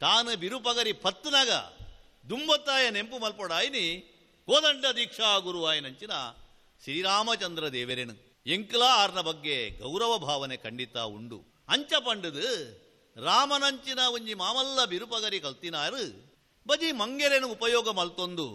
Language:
Tulu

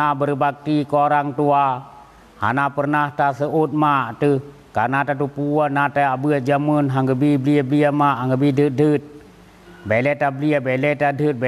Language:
Achinese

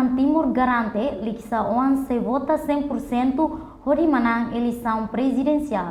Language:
Tetum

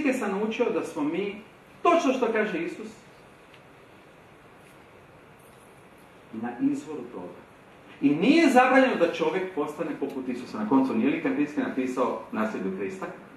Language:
Croatian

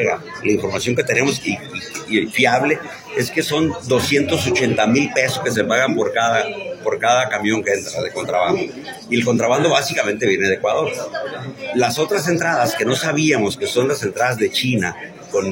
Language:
Spanish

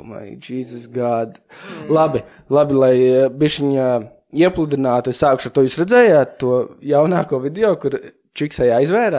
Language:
Latvian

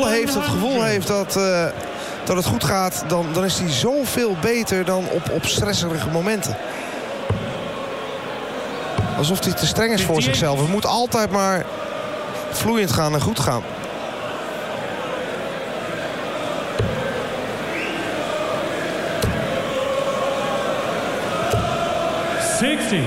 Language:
Dutch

